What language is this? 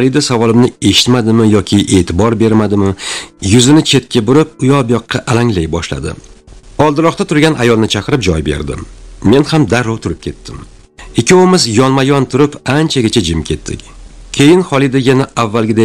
Uzbek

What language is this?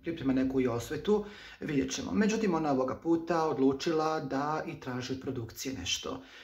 Croatian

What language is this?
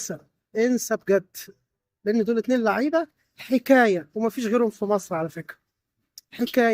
Egyptian Arabic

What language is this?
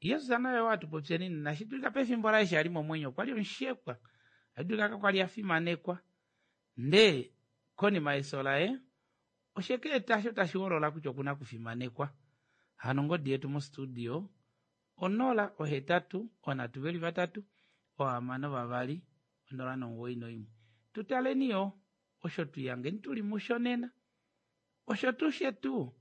Kuanyama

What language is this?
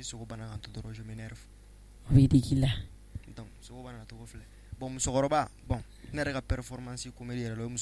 Bambara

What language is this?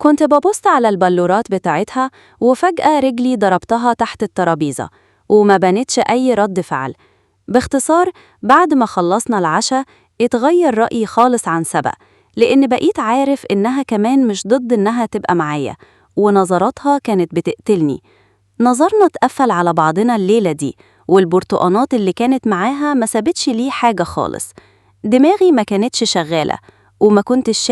Egyptian Arabic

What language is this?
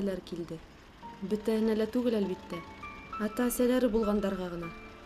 Bashkir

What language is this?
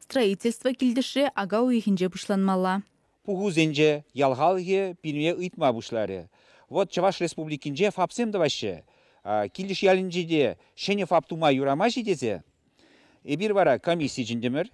Chuvash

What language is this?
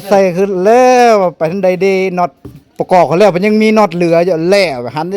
Lao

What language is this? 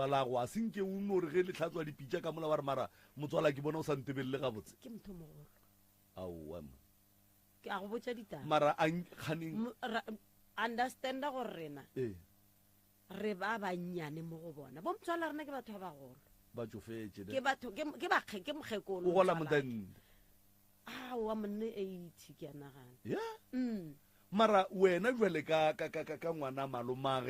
Northern Sotho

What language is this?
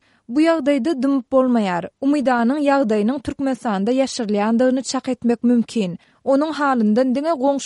Turkmen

